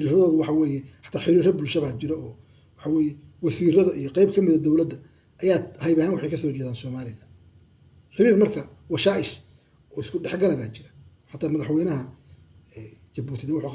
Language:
Somali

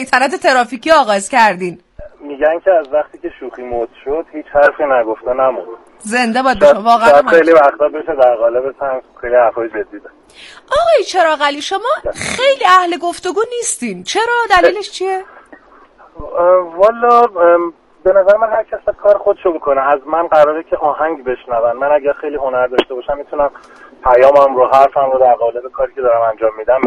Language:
Persian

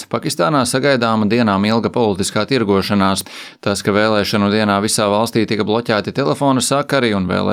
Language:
Latvian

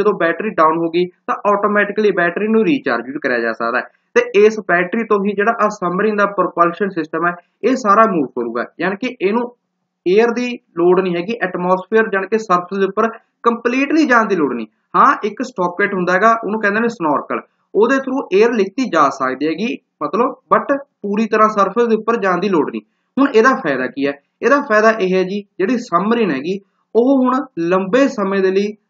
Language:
Punjabi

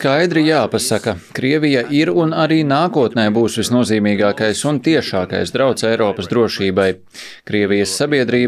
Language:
Latvian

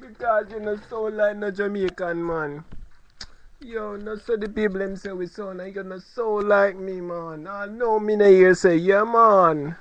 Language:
Jamaican Creole English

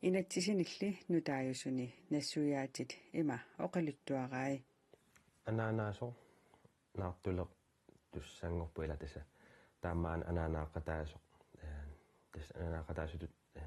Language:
Kalaallisut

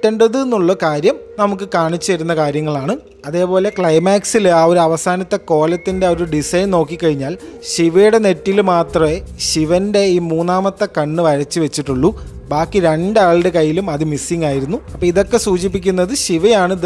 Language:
Malayalam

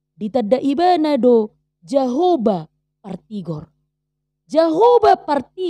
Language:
Batak Toba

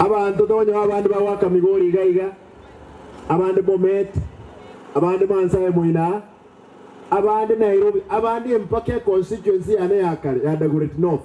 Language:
Gusii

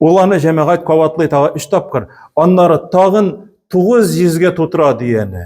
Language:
Tatar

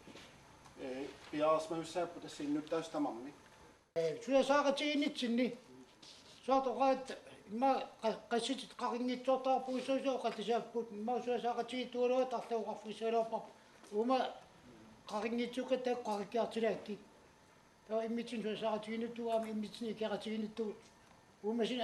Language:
Kalaallisut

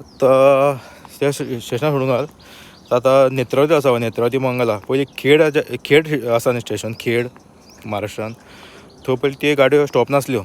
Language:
Konkani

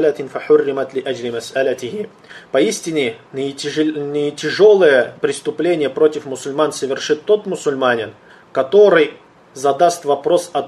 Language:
Russian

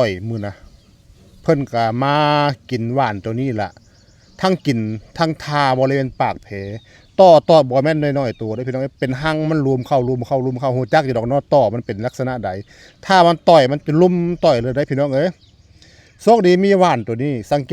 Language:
Lao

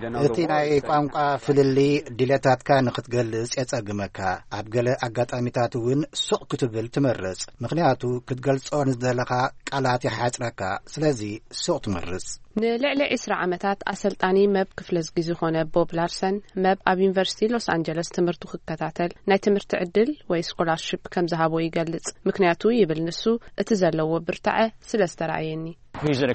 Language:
Tigrinya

